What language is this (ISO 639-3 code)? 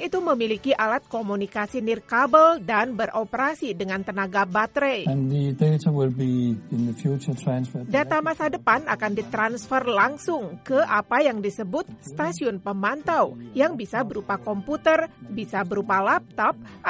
ind